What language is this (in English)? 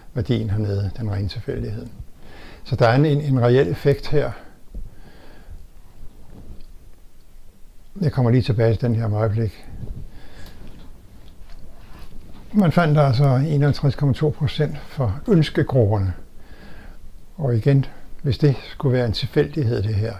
Danish